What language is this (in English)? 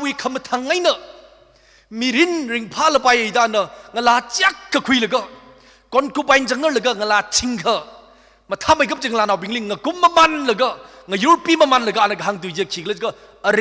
Tangkhul Naga (India)